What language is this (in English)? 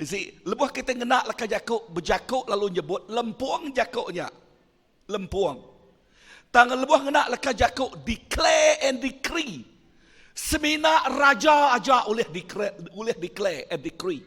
Iban